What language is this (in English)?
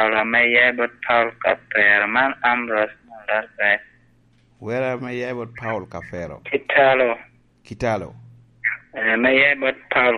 Lango (Uganda)